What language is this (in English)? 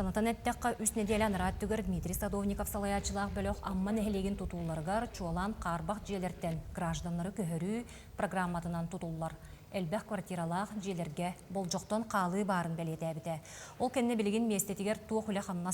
Yakut